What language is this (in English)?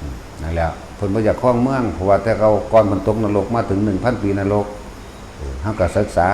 Northeastern Thai